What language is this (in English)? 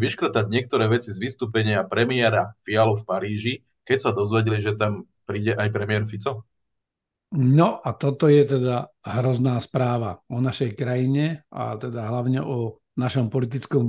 Slovak